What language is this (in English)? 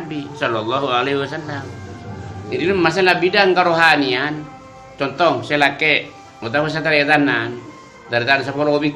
Madurese